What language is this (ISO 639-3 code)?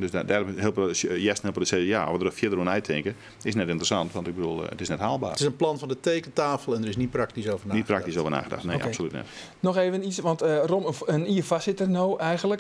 fry